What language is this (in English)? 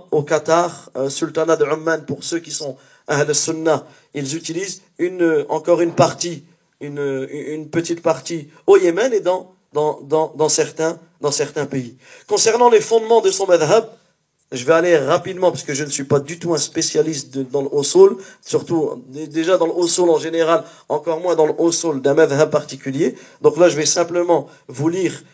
French